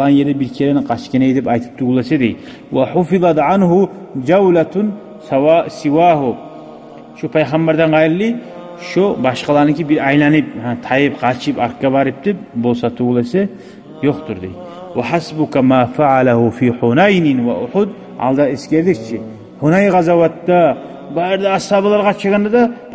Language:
Kumyk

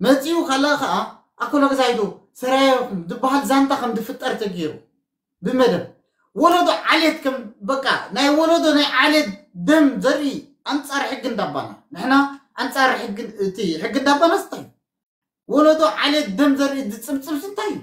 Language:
Tigrinya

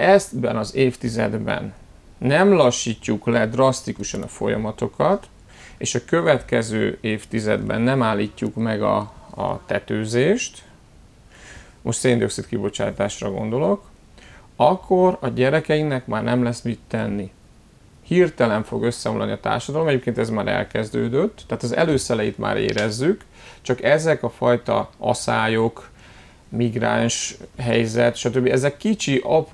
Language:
Hungarian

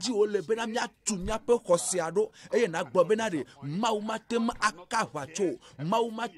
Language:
Ewe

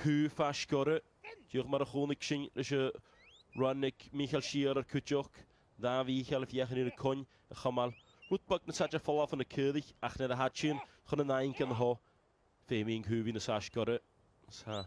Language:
Welsh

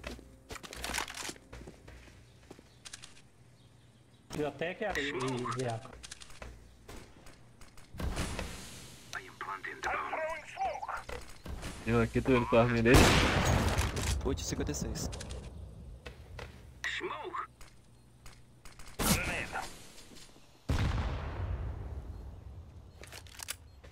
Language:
Portuguese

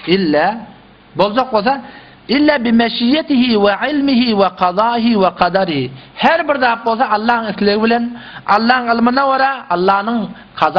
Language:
Turkmen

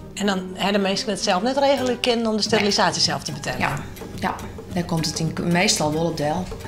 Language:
Western Frisian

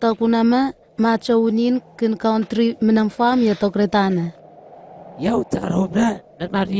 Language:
Southwest Tanna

